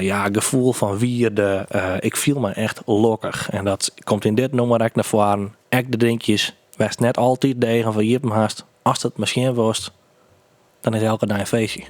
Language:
Western Frisian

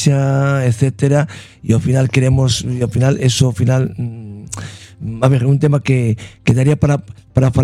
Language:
Galician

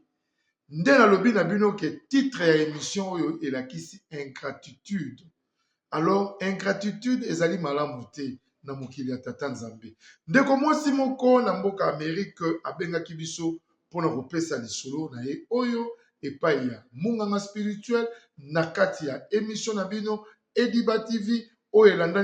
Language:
Lingala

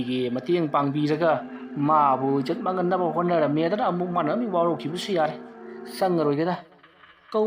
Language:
Manipuri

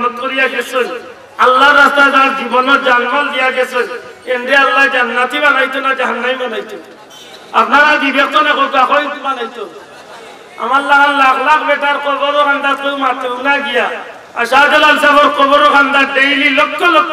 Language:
Sylheti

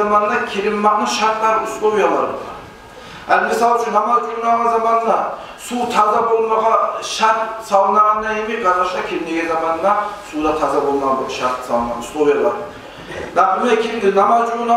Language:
Kumyk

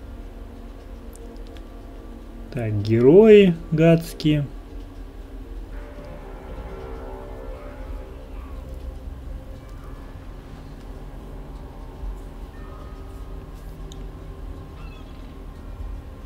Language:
Russian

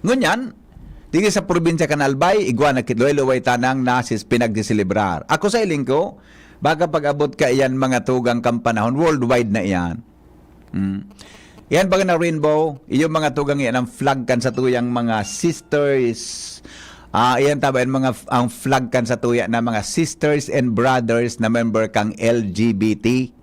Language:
Bikol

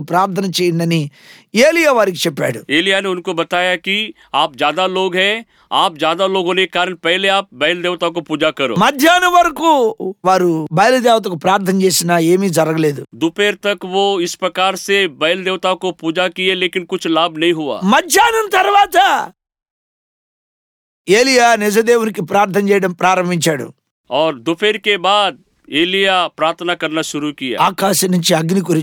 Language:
Telugu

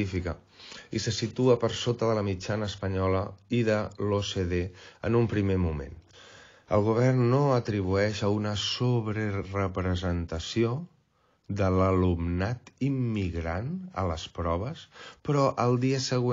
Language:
Catalan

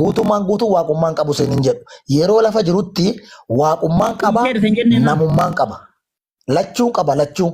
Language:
Oromo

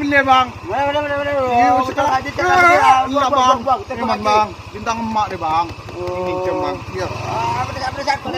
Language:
Madurese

